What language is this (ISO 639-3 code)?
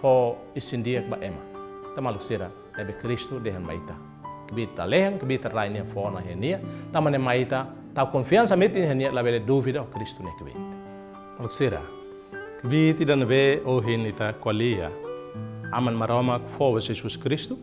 tet